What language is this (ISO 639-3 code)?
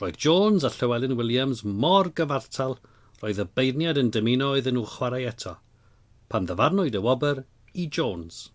cym